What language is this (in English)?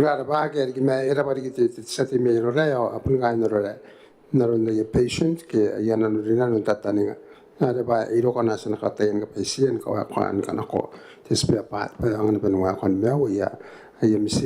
Gilbertese